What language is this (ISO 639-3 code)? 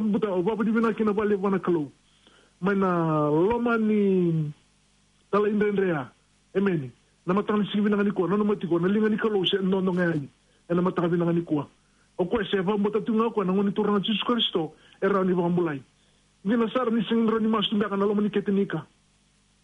fij